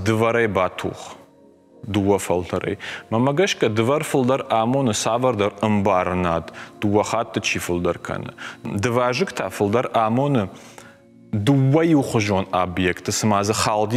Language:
Ossetic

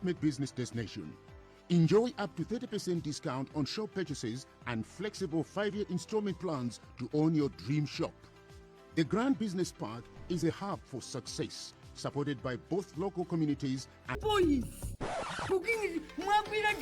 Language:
Nyanja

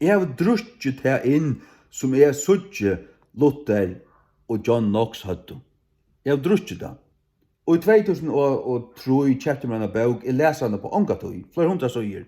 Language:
Faroese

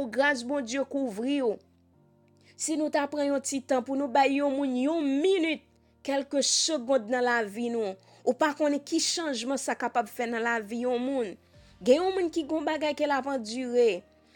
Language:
Haitian Creole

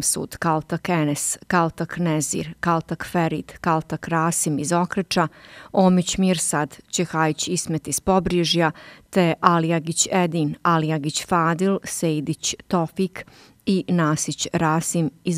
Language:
Bosnian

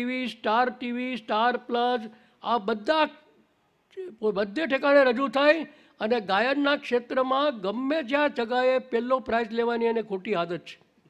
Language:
Gujarati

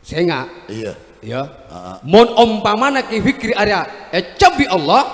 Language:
Madurese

